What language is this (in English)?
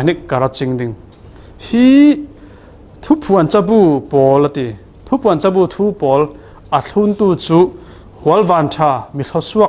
Falam Chin